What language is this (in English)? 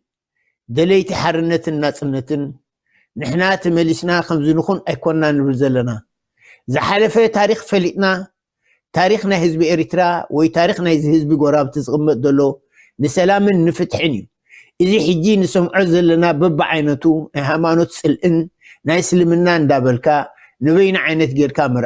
Tigrinya